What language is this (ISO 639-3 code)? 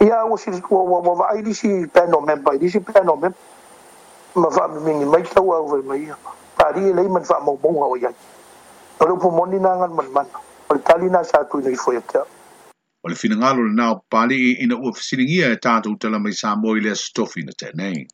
smo